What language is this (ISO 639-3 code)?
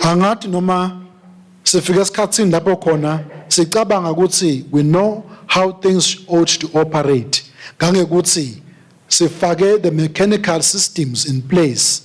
ssw